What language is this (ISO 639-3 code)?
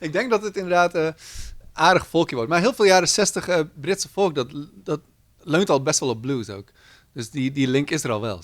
fry